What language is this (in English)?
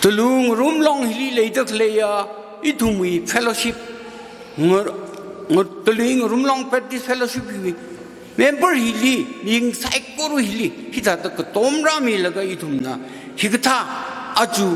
Tangkhul Naga (India)